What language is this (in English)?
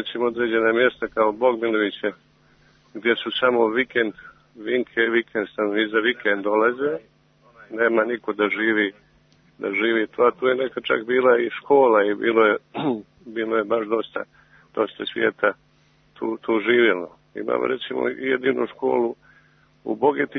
Serbian